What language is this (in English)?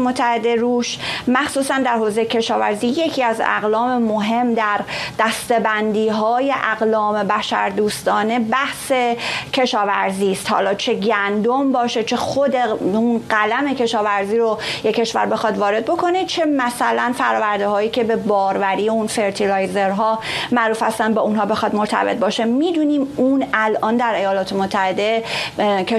Persian